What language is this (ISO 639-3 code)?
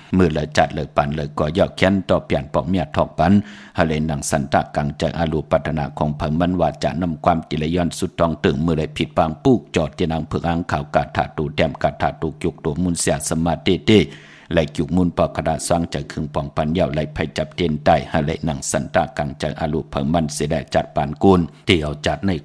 shn